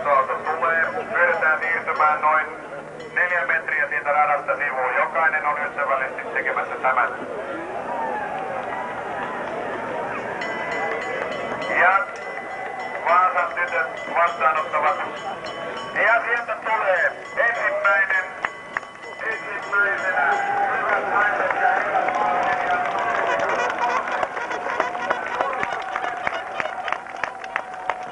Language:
Finnish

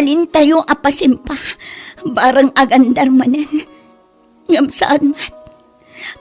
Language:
Iloko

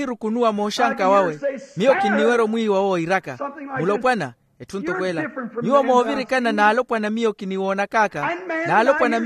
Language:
Makhuwa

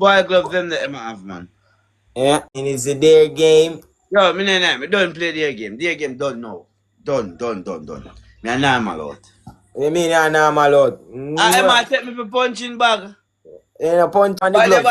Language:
Jamaican Creole English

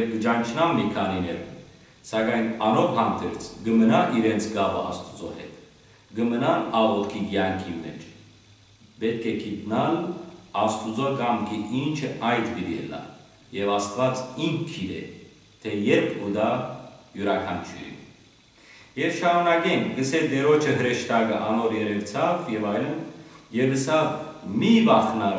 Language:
Western Armenian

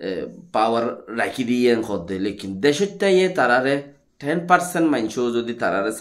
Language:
Rohingya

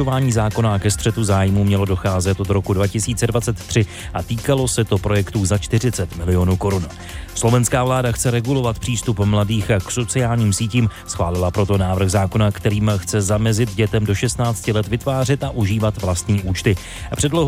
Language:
Czech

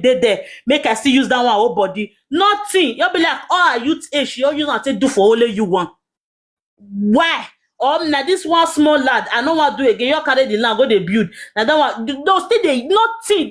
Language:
Nigerian Pidgin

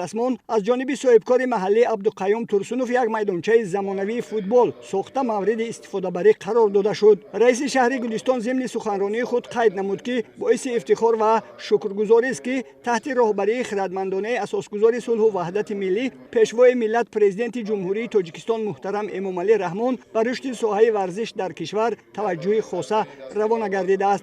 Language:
Tajik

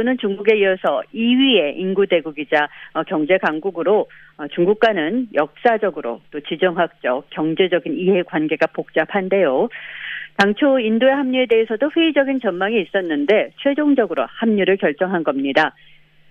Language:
Korean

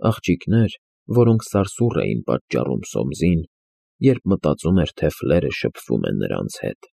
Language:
Armenian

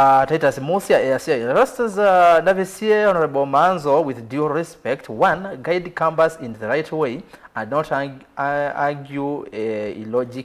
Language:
Kamba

